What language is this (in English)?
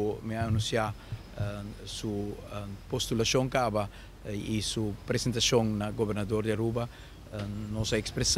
Papiamento